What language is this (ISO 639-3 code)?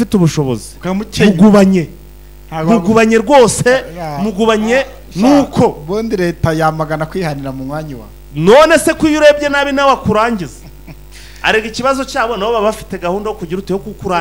kin